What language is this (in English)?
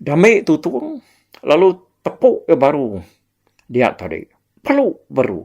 Iban